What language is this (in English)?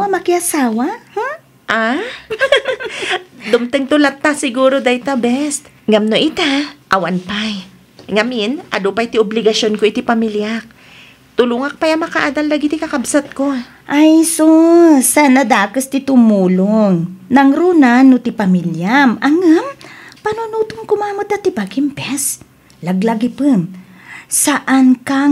Iloko